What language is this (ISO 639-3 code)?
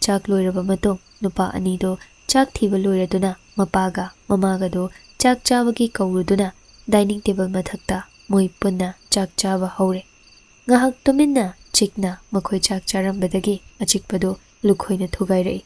mni